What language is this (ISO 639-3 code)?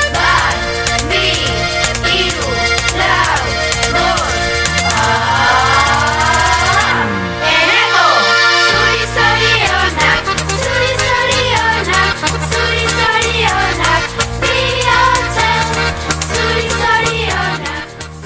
eus